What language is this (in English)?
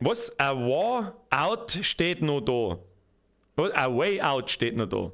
Bavarian